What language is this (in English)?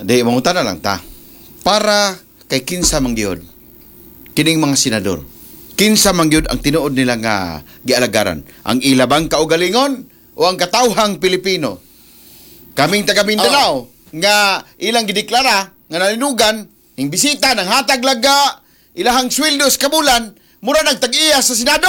Cebuano